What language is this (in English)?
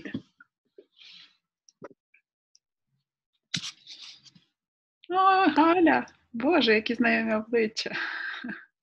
Ukrainian